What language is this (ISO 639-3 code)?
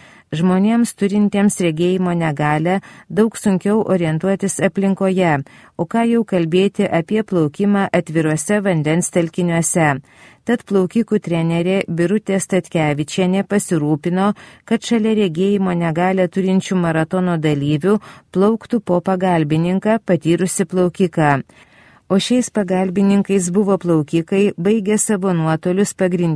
lit